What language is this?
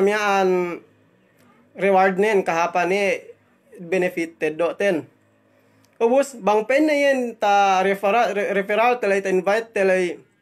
Yakan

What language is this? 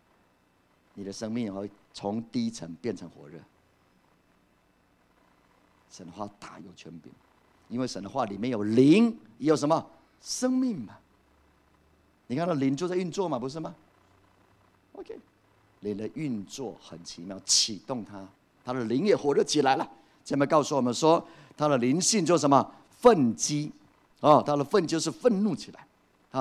Chinese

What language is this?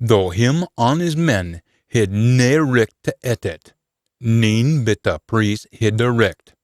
Scots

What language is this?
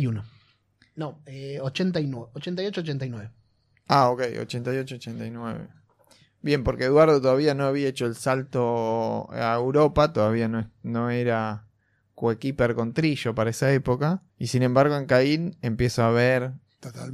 Spanish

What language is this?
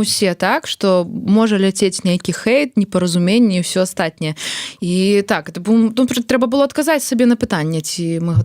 Belarusian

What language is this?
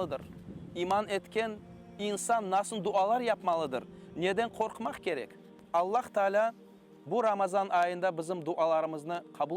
Crimean Tatar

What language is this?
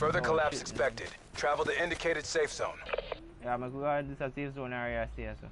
Jamaican Creole English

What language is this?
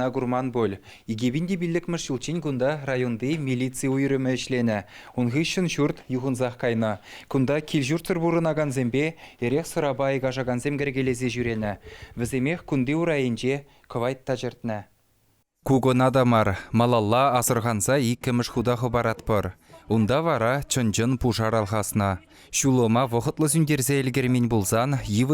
Chuvash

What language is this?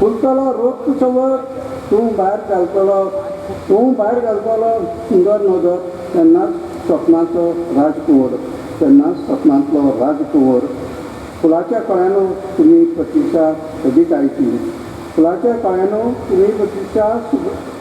Konkani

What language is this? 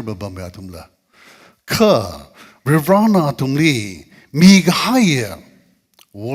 Tangkhul Naga (India)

